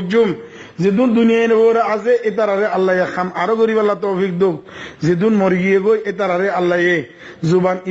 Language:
Rohingya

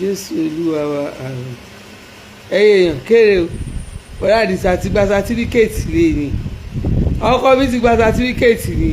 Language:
Yoruba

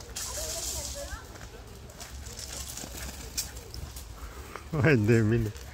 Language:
Romanian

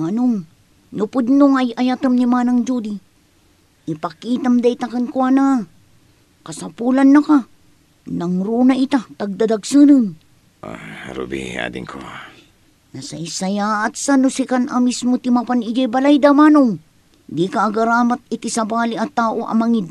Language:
Iloko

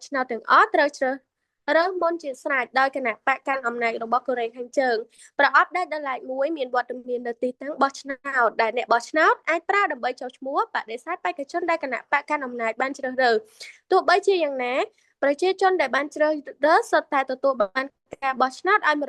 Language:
Khmer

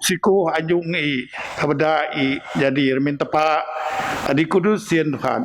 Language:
Biatah Bidayuh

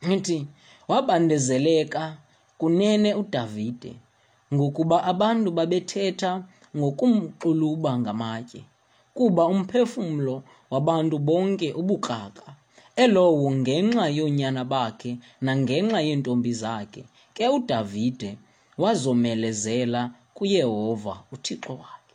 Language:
Xhosa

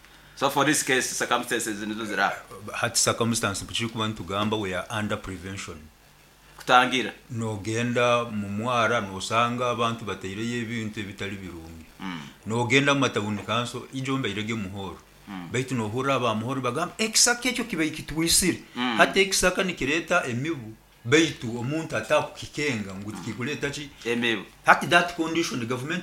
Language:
Nyoro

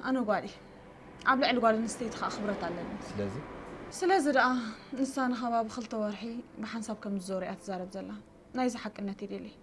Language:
Tigrinya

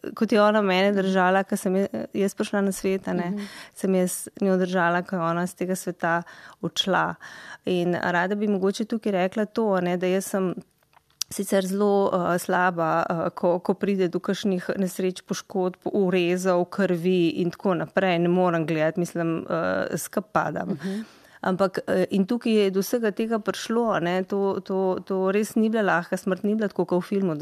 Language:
Slovenian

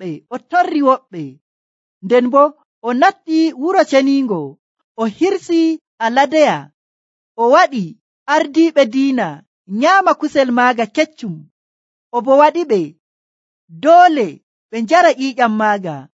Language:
Nigerian Fulfulde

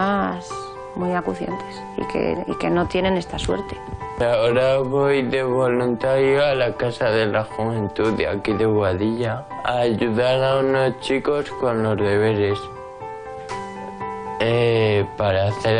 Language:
Spanish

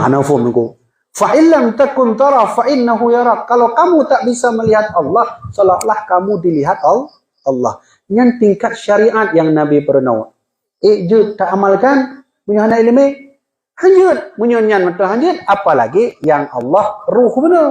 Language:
Achinese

